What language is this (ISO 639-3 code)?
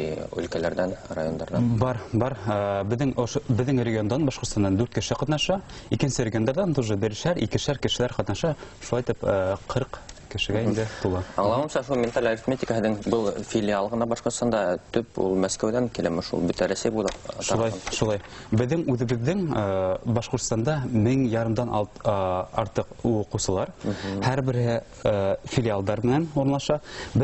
bak